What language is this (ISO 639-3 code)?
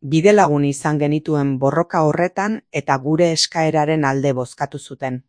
eus